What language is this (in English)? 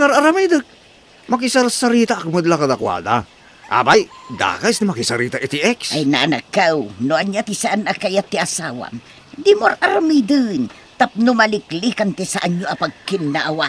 Iloko